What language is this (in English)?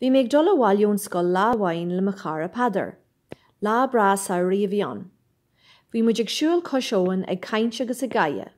Irish